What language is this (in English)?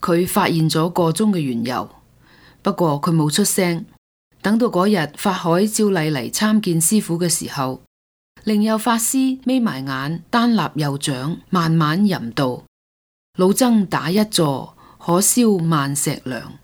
Cantonese